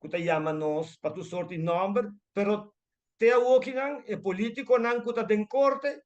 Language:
Papiamento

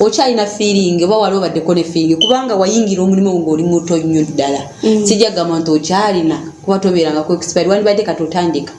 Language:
Ganda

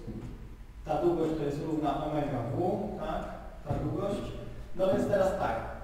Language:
Polish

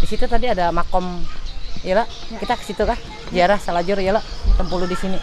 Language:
Banjar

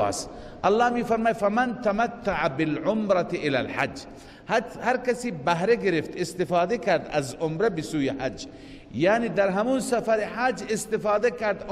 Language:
Persian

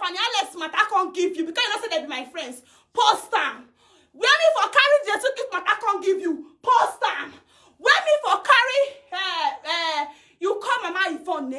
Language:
Nigerian Pidgin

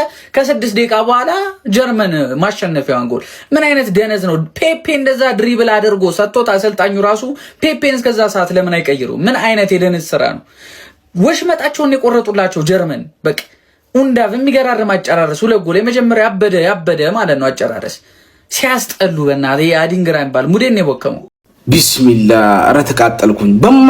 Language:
Amharic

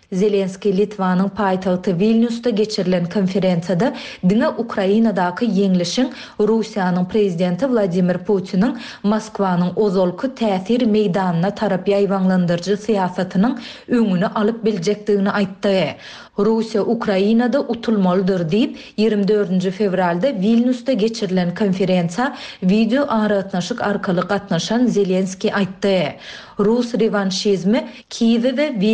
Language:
Turkmen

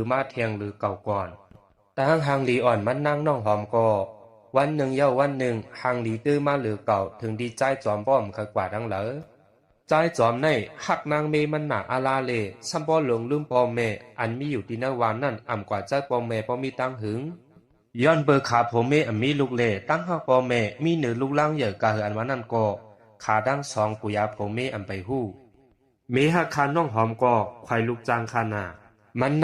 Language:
Shan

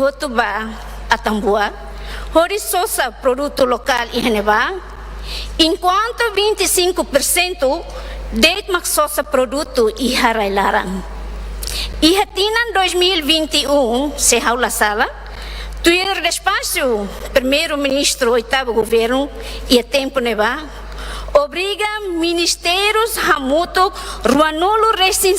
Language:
Tetum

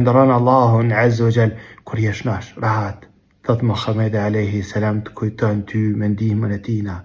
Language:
Albanian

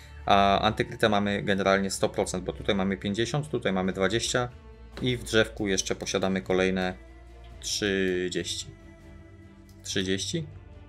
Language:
Polish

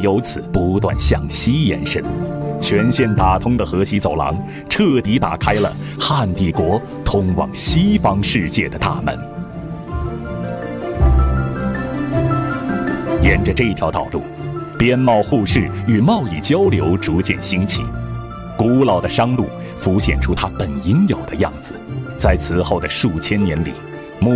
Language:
Chinese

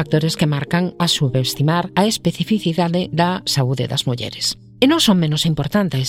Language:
Galician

